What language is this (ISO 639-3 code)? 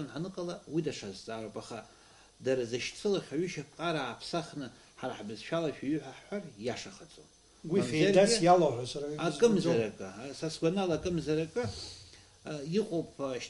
abk